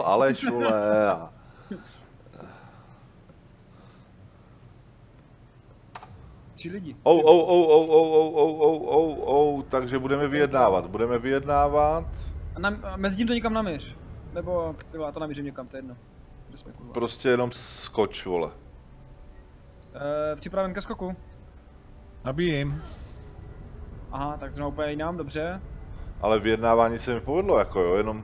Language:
Czech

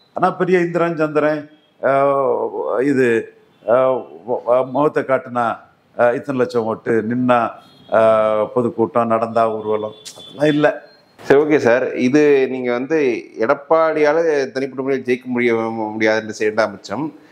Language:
Tamil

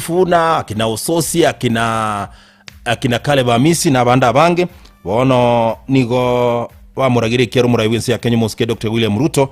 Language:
Gusii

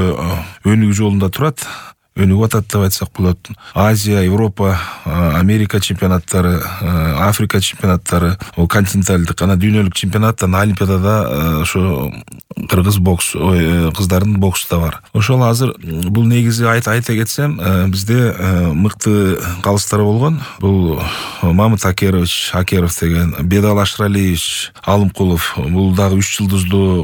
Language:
Kyrgyz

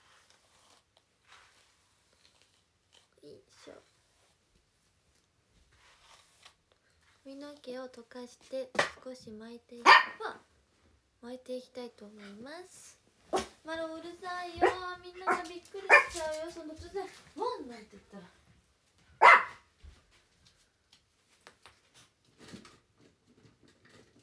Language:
Japanese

